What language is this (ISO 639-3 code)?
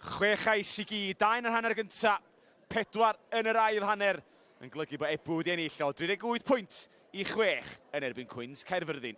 cym